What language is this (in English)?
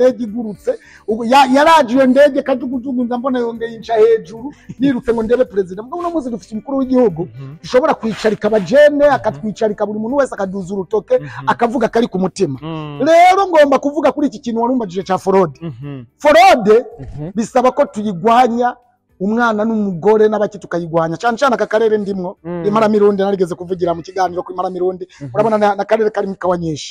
Rundi